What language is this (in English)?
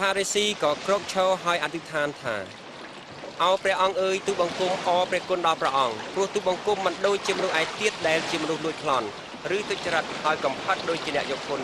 Khmer